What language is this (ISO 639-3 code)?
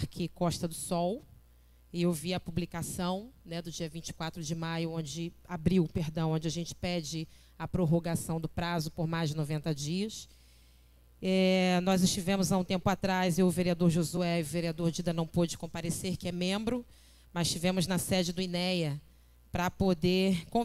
por